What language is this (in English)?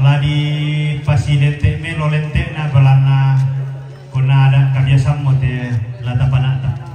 Toraja-Sa'dan